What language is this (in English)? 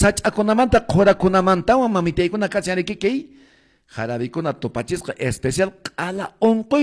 Quechua